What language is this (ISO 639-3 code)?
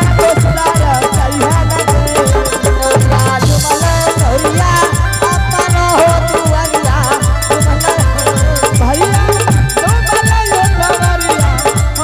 anp